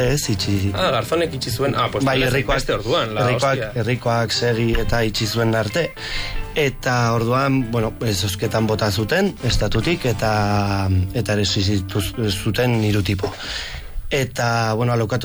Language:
Basque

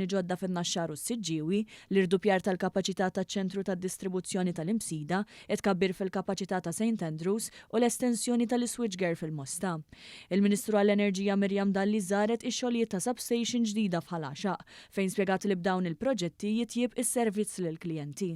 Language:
Maltese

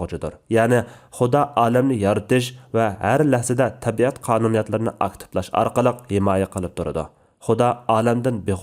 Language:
Uyghur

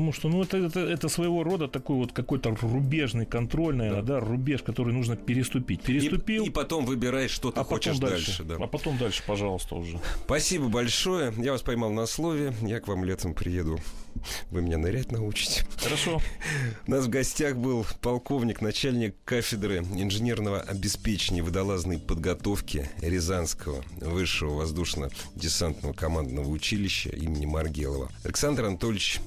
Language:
Russian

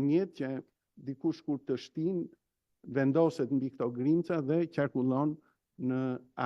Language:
Albanian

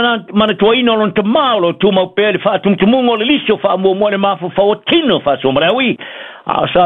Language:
Samoan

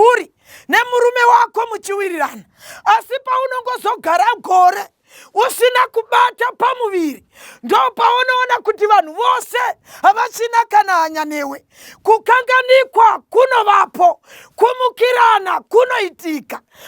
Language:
Shona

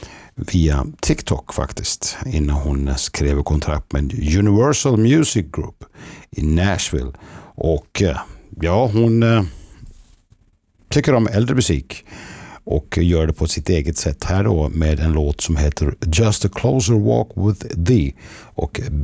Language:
Swedish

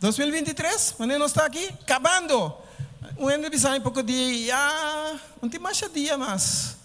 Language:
Papiamento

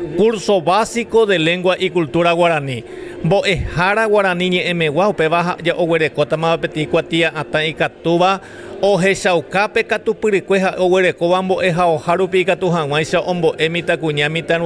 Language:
Guarani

